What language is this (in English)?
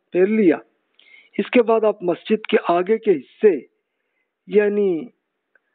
Urdu